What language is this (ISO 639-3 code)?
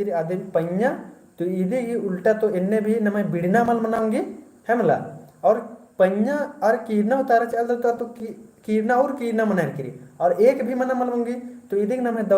kru